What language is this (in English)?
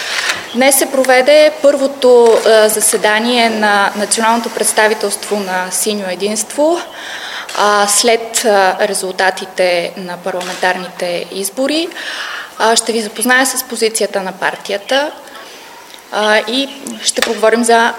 Bulgarian